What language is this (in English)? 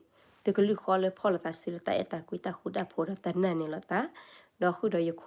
S'gaw Karen